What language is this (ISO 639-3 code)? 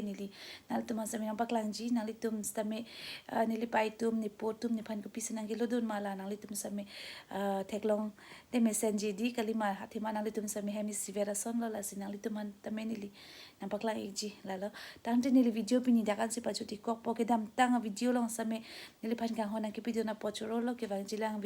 mjw